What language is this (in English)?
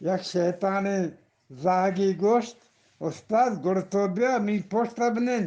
Eastern Balochi